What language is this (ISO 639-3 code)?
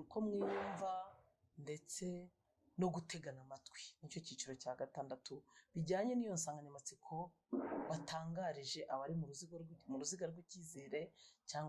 kin